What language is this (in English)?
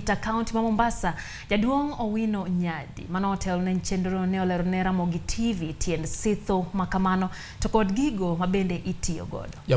Luo (Kenya and Tanzania)